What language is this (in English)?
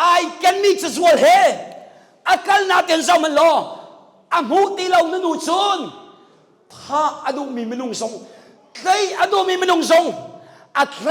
Hakha Chin